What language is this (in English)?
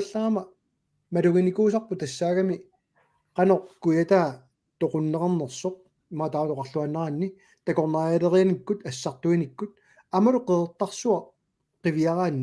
Kalaallisut